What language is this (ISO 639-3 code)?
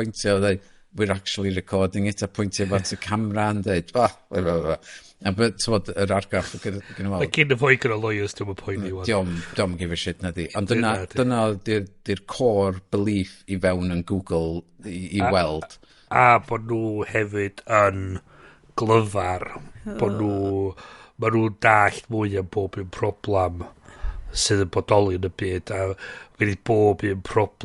cym